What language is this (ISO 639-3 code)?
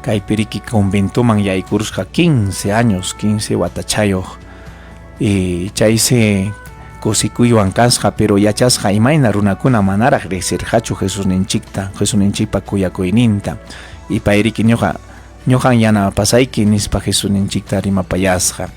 quy